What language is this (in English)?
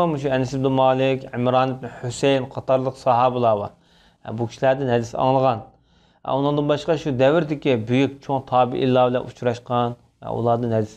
Uyghur